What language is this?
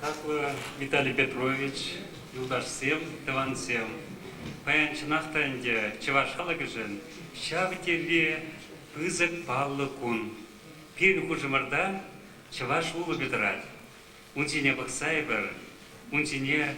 Chuvash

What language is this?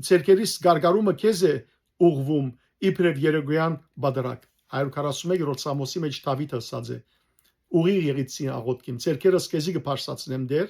Western Armenian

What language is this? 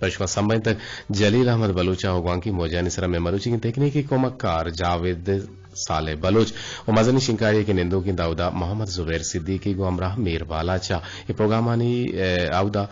Eastern Balochi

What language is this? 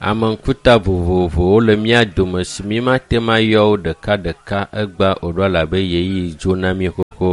Ewe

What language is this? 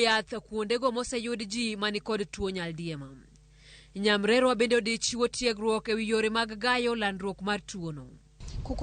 Luo (Kenya and Tanzania)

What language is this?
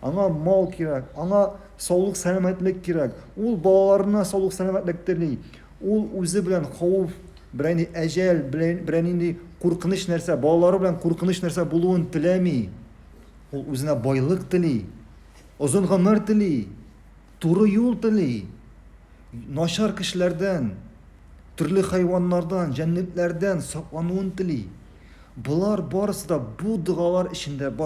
Tatar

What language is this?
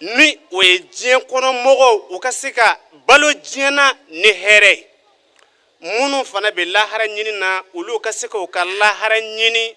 Bambara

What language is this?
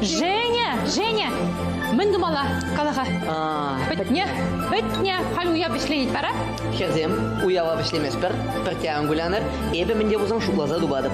Chuvash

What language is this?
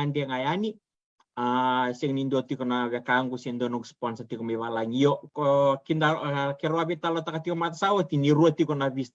Fijian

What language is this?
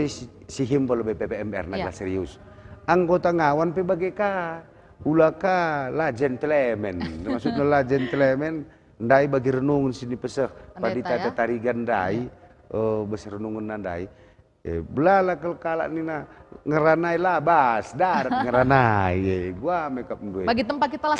Batak Karo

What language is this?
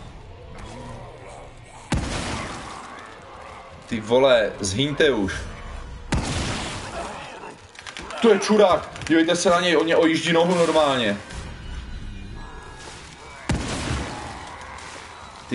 Czech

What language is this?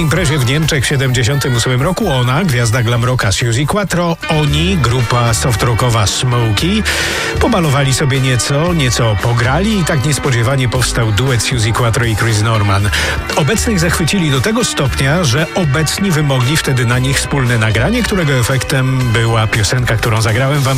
Polish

